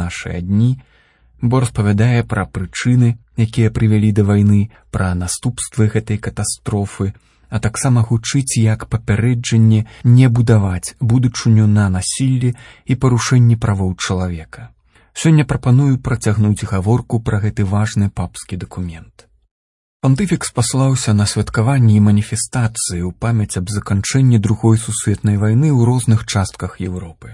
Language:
Belarusian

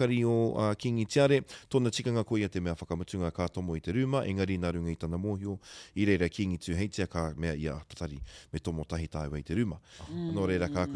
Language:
Māori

